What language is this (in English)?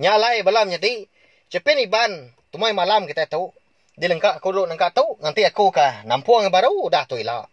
Iban